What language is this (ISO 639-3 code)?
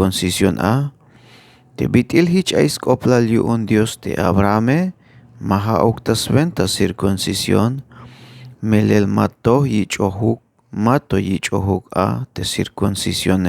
tzh